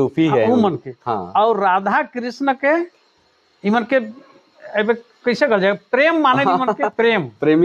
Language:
Sadri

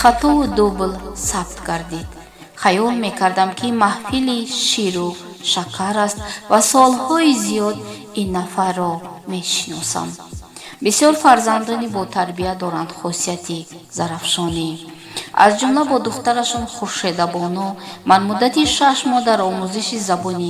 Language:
Tajik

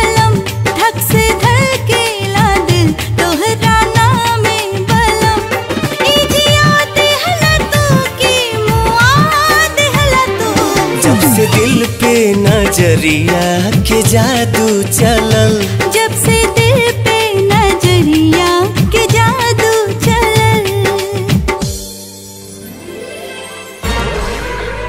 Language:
Bhojpuri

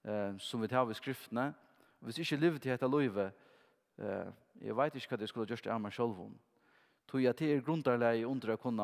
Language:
Faroese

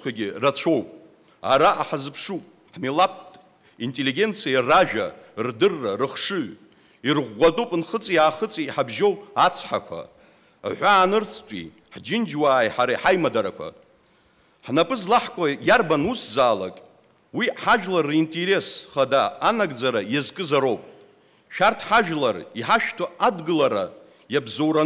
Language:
Abkhazian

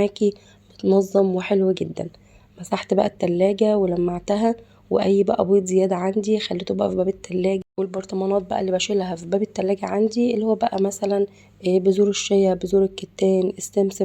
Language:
Egyptian Arabic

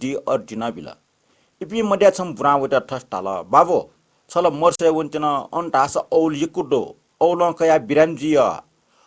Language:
Newari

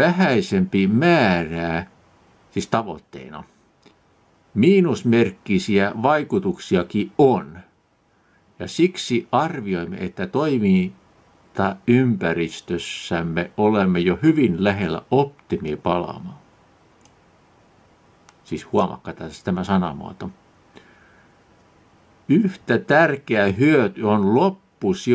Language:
Finnish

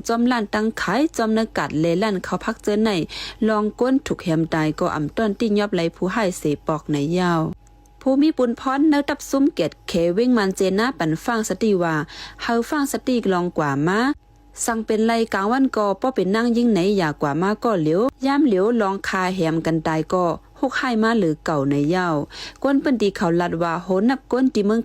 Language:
Shan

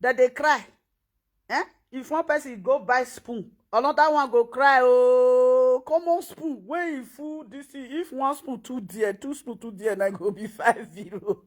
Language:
Nigerian Pidgin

